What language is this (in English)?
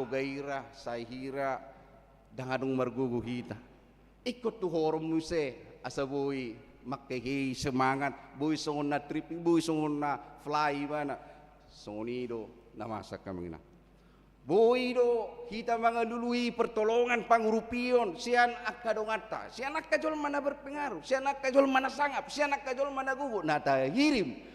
Batak Toba